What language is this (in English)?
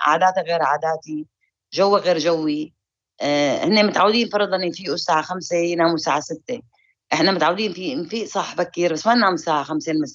North Levantine Arabic